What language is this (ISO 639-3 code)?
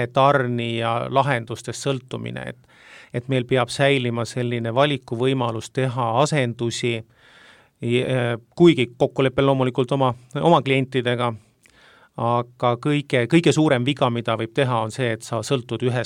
est